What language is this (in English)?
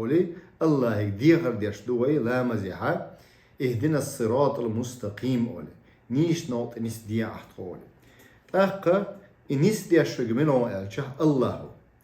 Chechen